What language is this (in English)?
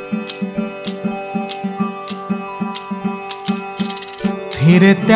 Marathi